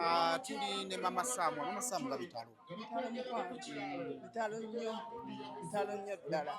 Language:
Ganda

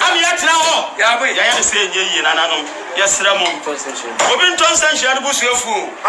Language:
Akan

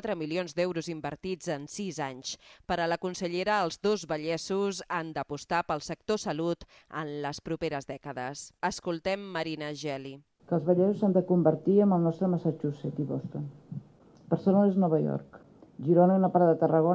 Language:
Catalan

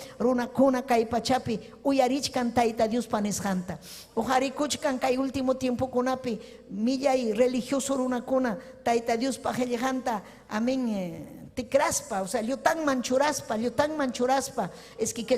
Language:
Ayacucho Quechua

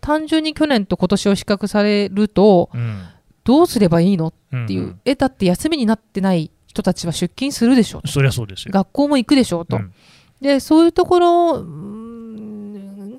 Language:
Japanese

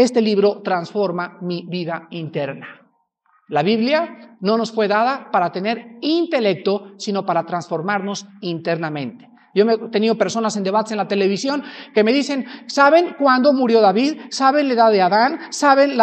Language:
Spanish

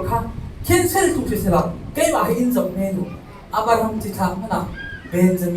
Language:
Falam Chin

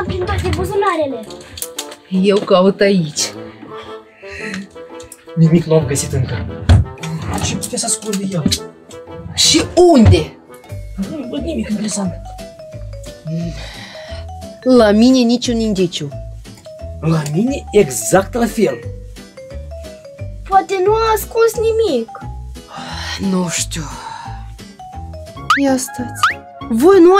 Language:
Romanian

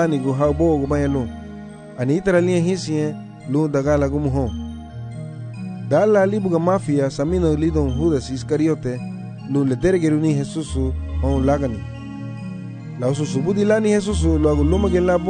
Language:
Garifuna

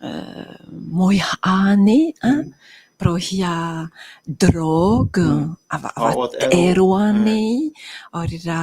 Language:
Tahitian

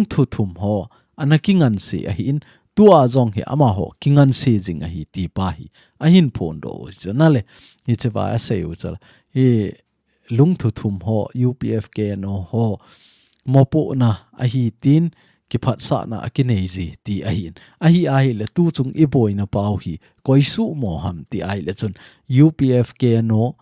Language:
Thado Chin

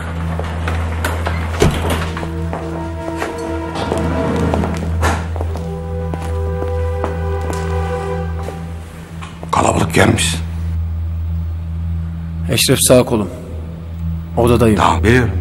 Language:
Turkish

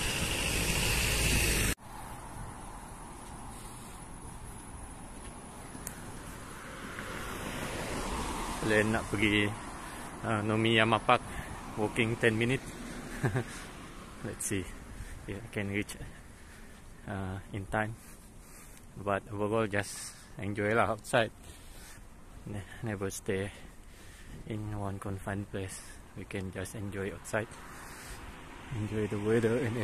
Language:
Malay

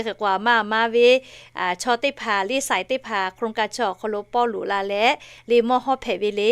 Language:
Lahu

